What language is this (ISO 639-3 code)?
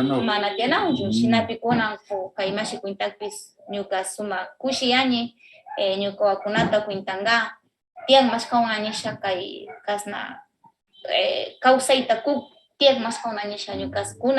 qvz